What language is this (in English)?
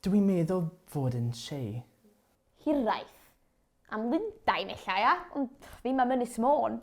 Welsh